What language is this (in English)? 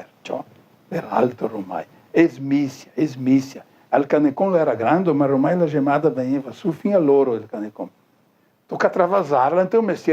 Venetian